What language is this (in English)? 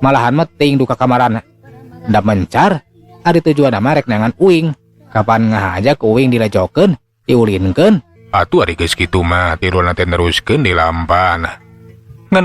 Sundanese